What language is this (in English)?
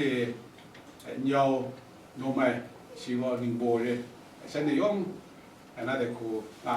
Kachin